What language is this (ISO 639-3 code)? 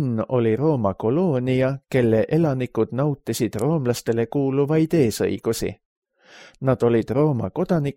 est